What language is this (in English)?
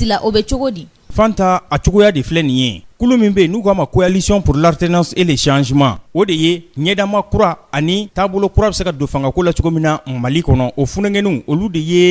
Bambara